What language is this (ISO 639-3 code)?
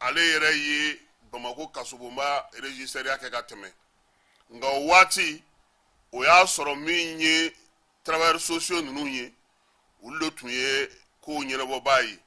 bam